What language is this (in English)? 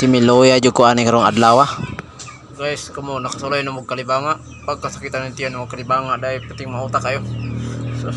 Cebuano